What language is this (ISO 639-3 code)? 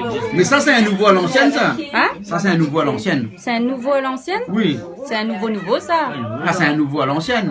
rcf